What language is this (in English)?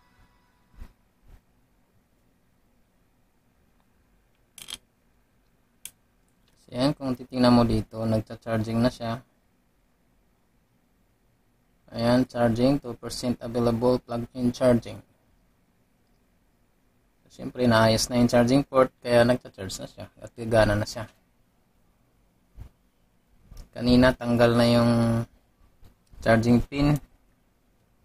Filipino